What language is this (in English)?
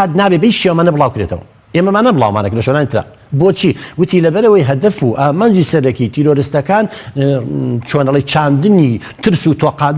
Central Kurdish